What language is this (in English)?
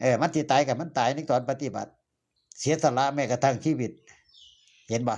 Northeastern Thai